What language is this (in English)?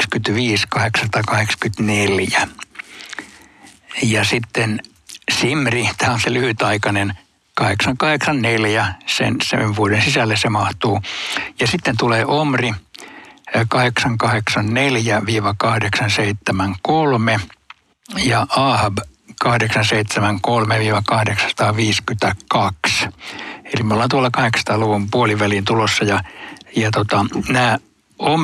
Finnish